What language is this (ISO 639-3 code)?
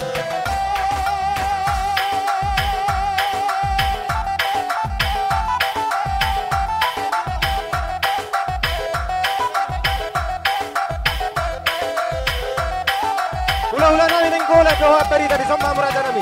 btx